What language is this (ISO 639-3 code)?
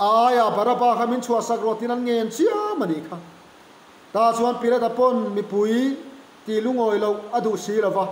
lus